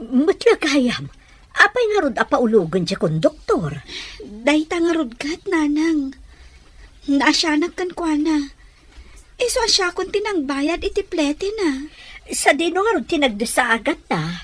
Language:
Iloko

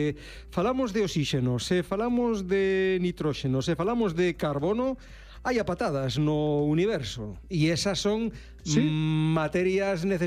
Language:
Galician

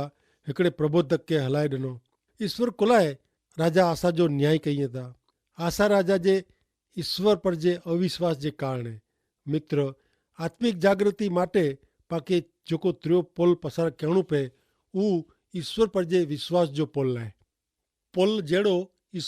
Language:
Kachhi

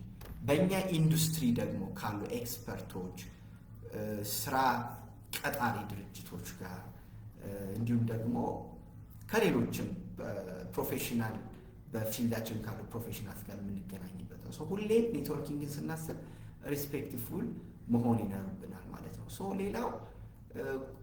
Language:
Amharic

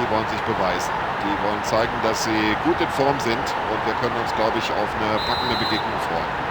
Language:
Bavarian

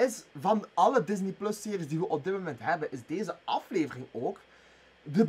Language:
Dutch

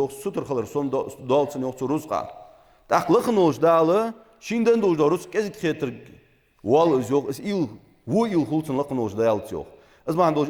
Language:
Ingush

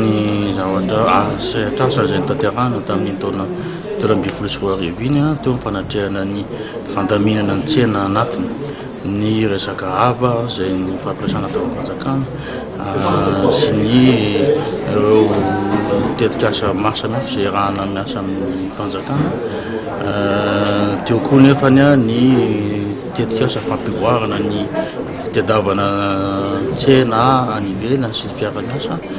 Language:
Malagasy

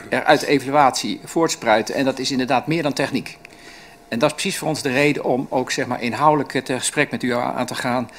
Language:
Dutch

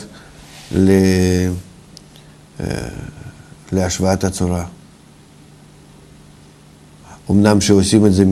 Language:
Hebrew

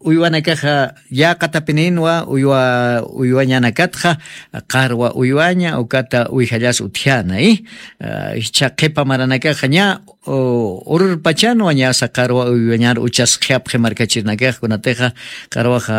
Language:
Aymara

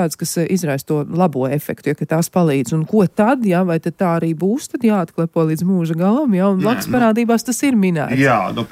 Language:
Latvian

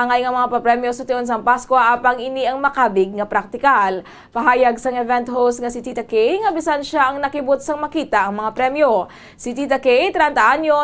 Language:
Hiligaynon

